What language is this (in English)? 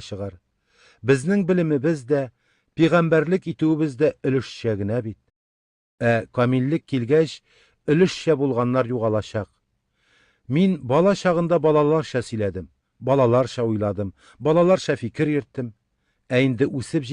Tatar